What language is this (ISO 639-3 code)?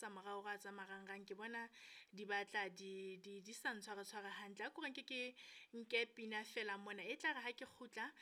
sot